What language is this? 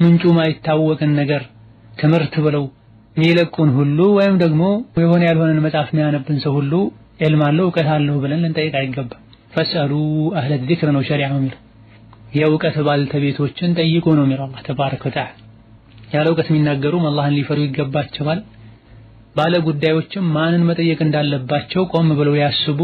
Amharic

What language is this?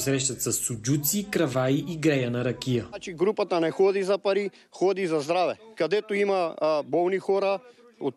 Bulgarian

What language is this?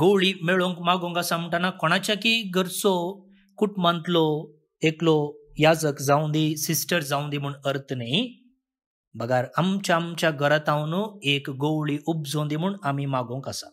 Konkani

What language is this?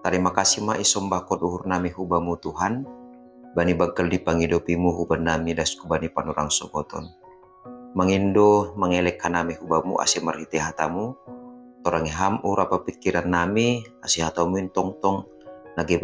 Batak Simalungun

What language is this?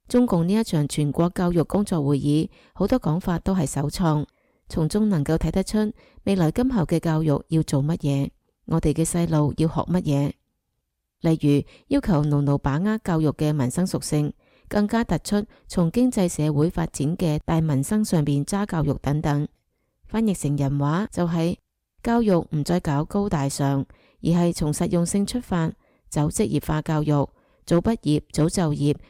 Cantonese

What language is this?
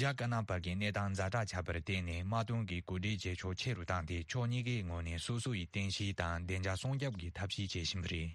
Tibetan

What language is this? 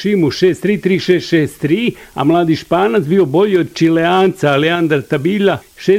Bosnian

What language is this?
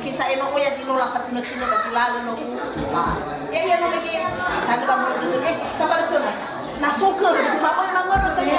Nias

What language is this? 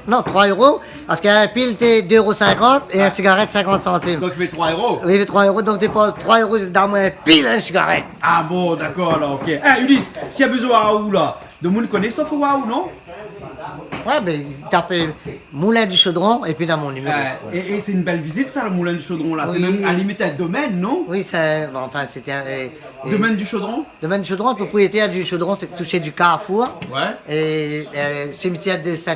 Réunion Creole French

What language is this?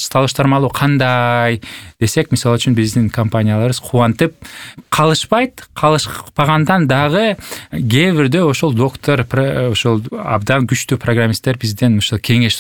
Kyrgyz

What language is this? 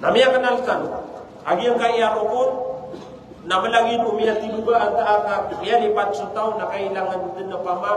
Maranao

